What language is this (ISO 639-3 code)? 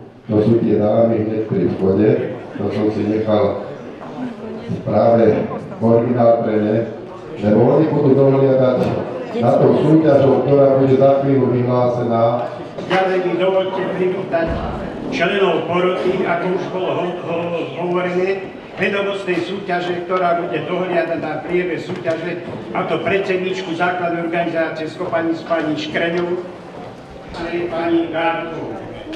slk